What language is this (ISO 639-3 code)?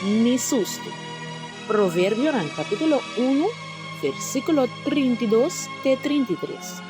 pap